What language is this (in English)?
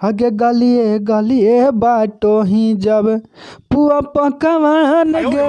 Magahi